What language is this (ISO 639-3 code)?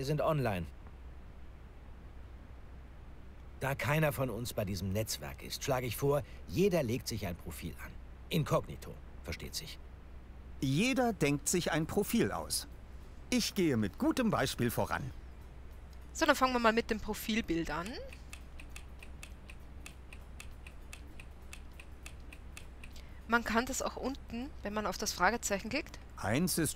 deu